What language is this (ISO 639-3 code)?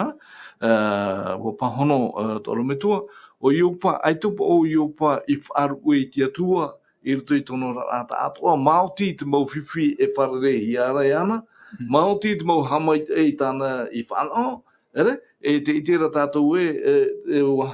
tah